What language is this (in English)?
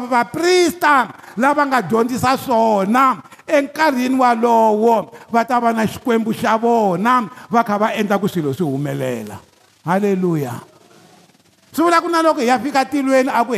Tsonga